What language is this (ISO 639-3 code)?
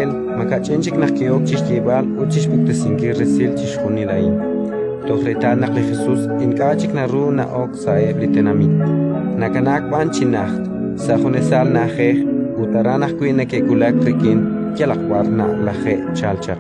kek